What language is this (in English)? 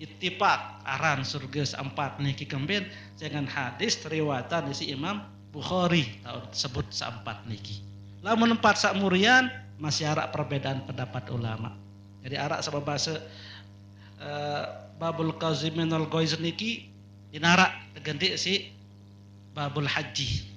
Sasak